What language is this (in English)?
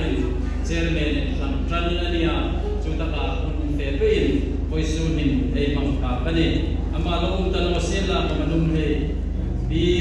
Hmar